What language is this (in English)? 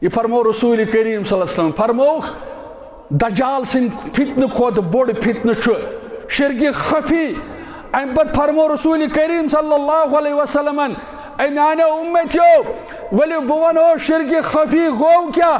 Kashmiri